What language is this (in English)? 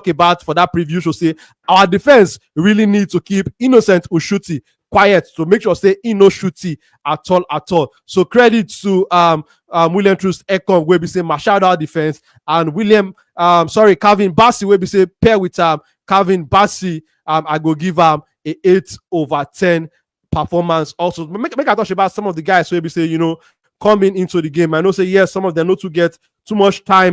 Nigerian Pidgin